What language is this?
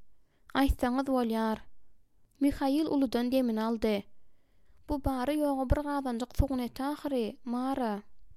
Turkmen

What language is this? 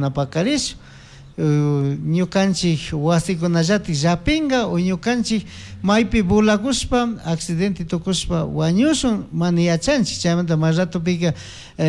Chimborazo Highland Quichua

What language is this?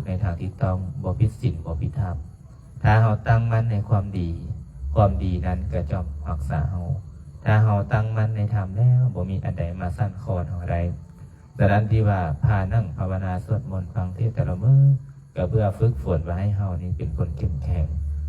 Lao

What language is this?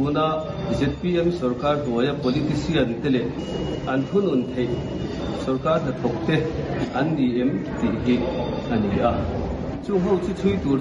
Mizo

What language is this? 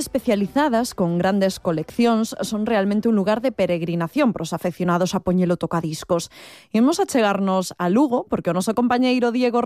Galician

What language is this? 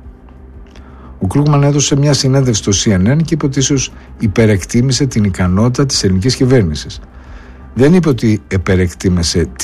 Greek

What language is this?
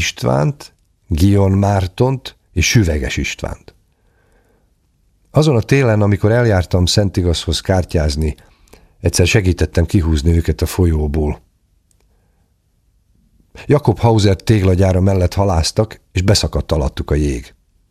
Hungarian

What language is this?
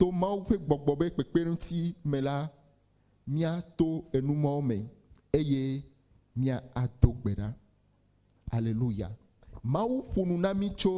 Ewe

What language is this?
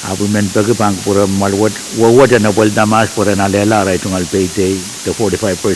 Pohnpeian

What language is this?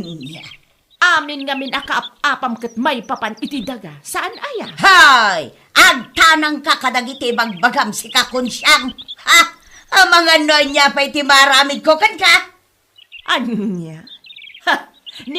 Iloko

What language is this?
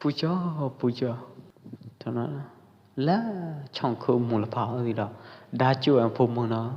Pwo Eastern Karen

